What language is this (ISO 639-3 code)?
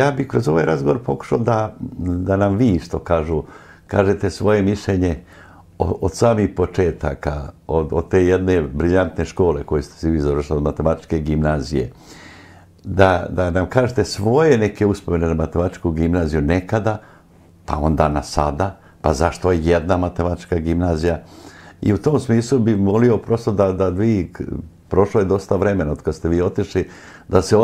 srp